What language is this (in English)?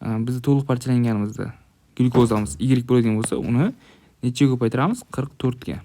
Uzbek